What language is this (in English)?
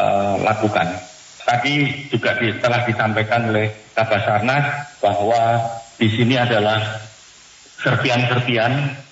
Indonesian